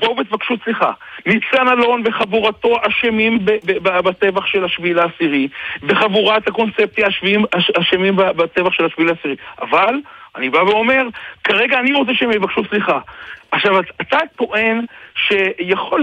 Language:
Hebrew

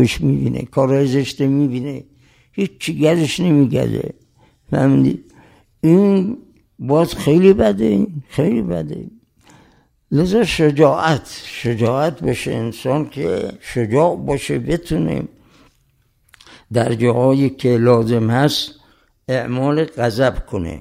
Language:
Persian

